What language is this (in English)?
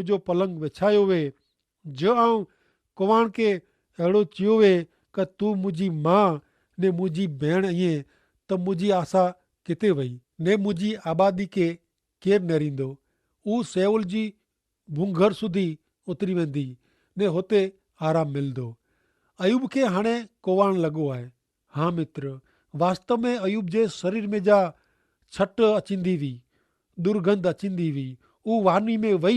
Kachhi